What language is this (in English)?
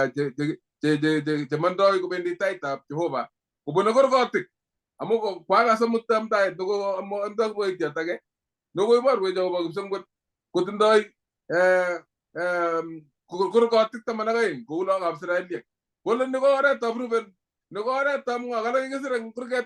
Kalenjin